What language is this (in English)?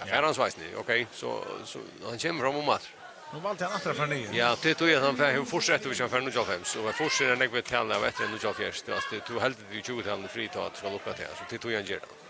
Faroese